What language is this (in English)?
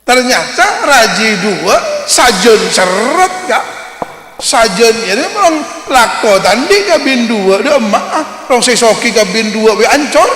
Madurese